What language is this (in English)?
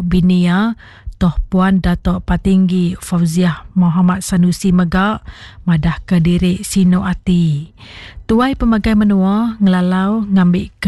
Iban